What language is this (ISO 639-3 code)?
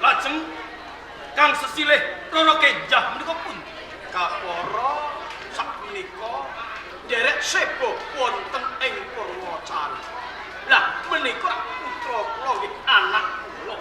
jav